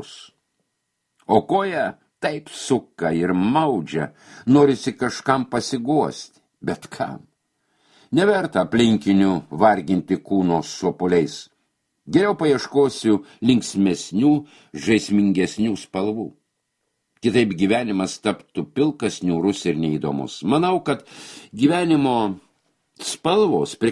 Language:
Lithuanian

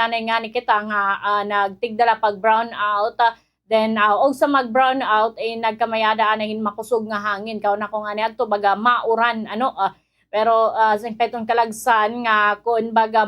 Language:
Waray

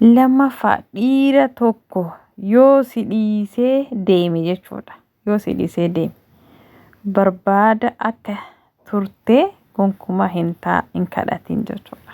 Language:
Oromo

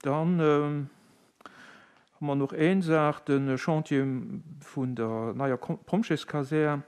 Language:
Luxembourgish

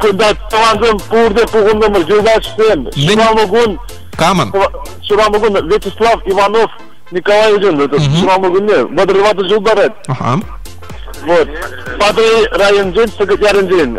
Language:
Chuvash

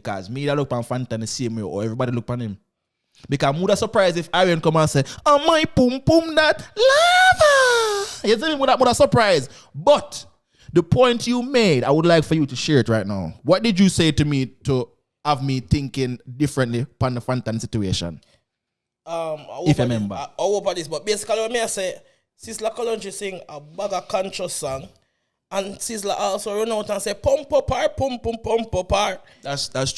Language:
Jamaican Creole English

